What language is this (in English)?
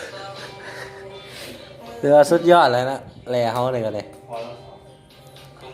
Lao